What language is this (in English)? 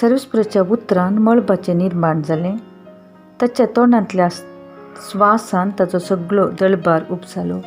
Konkani